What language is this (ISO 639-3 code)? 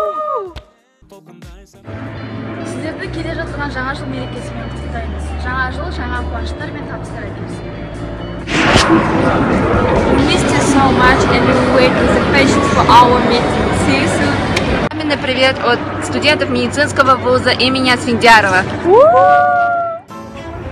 kaz